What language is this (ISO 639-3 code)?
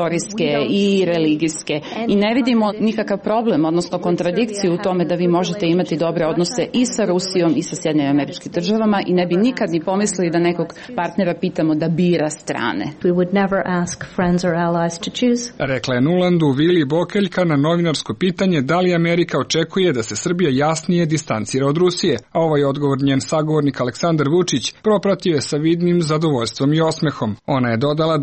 srp